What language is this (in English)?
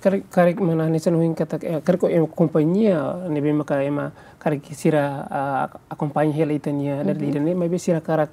Tetum